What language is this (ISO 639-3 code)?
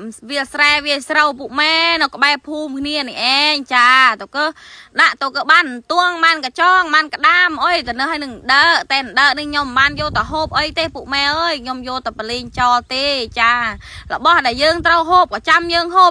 khm